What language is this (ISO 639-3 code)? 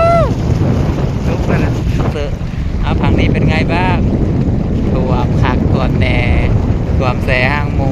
lao